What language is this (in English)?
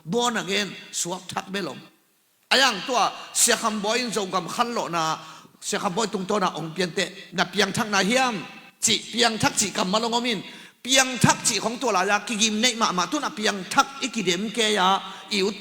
Tedim Chin